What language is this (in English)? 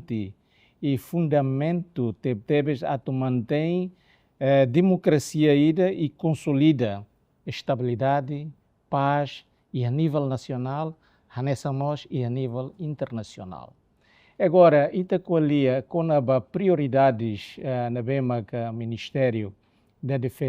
Tetum